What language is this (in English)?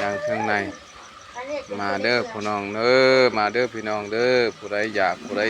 Northeastern Thai